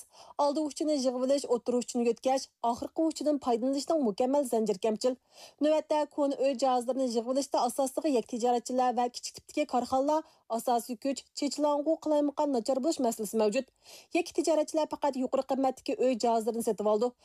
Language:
Uyghur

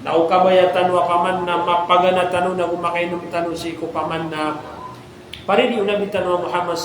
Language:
Maranao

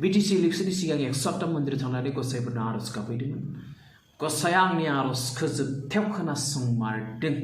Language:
Bodo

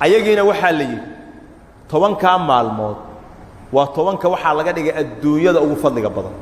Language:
Somali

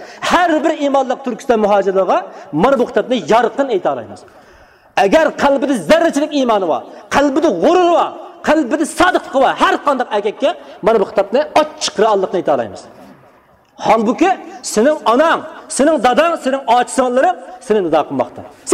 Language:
Uyghur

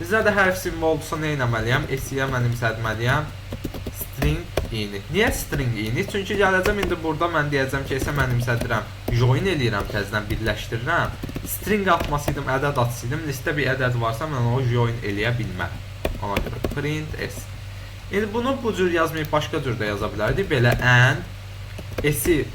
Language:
Azerbaijani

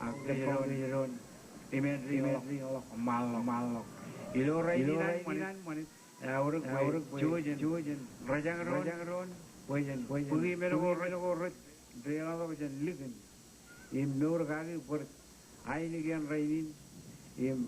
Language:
Marshallese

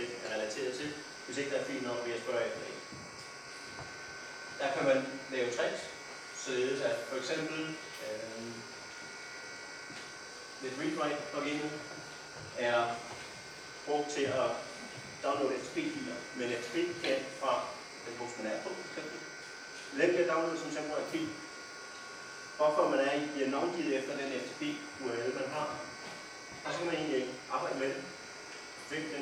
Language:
Danish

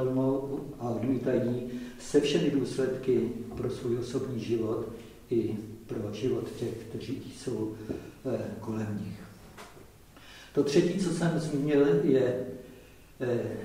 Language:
Czech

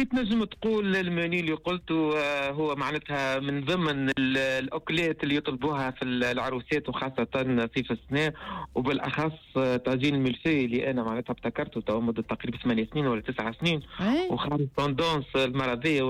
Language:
Tunisian Arabic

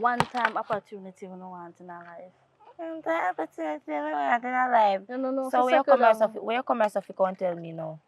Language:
Jamaican Creole English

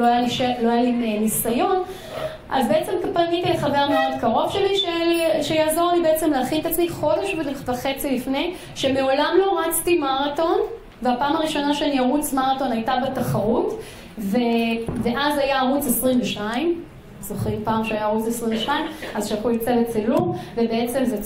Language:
Hebrew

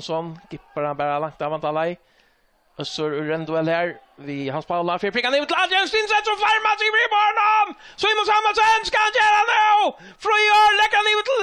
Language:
Faroese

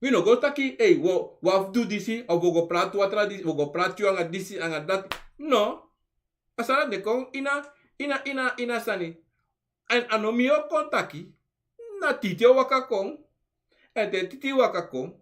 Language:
Sranan Tongo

